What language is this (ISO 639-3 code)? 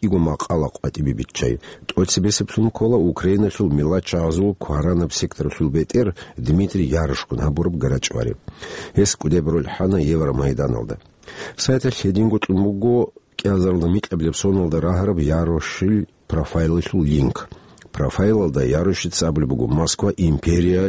ava